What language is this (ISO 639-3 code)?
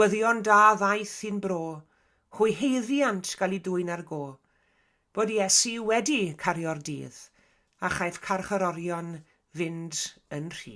cym